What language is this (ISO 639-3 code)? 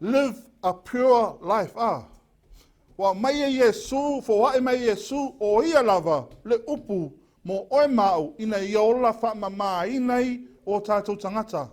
smo